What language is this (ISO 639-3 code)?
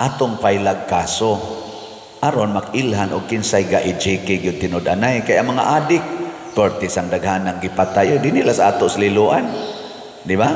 ceb